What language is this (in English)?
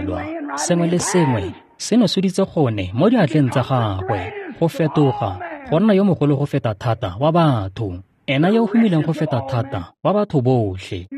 Tswana